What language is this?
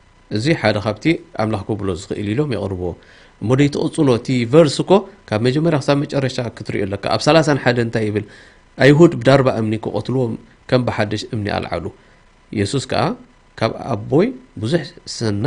Tigrinya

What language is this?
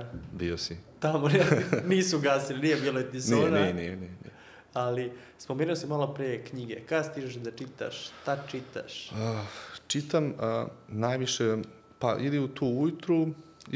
Serbian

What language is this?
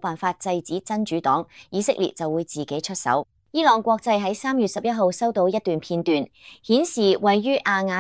Cantonese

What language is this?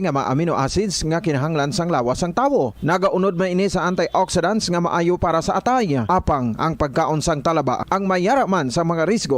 Hiligaynon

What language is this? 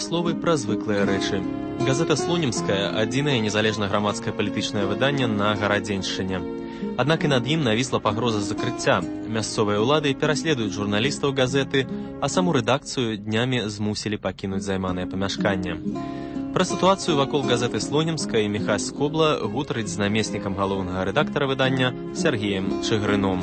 Belarusian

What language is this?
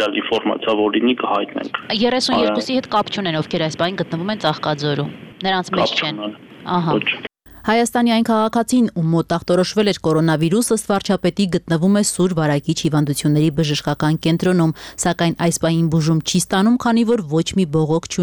Armenian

